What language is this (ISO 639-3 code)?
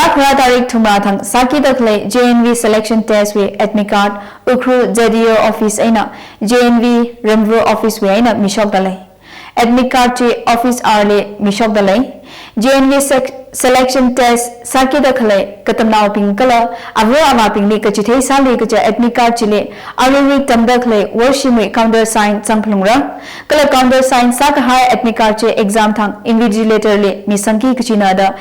nmf